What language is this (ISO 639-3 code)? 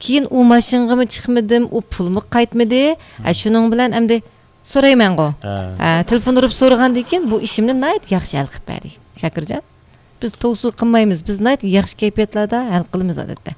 uig